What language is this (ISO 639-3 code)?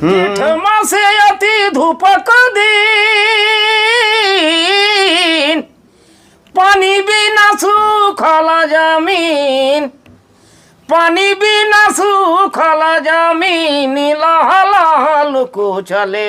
sck